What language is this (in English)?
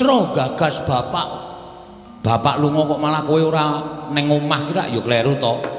Javanese